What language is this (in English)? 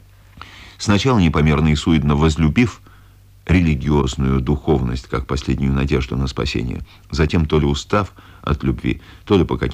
Russian